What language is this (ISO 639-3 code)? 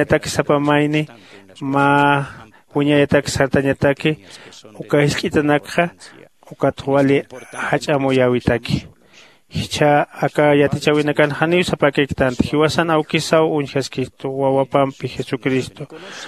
aym